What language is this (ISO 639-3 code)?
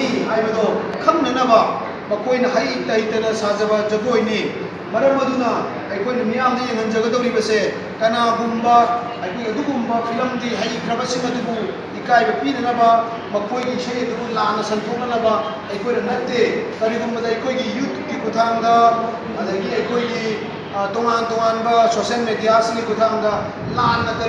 mni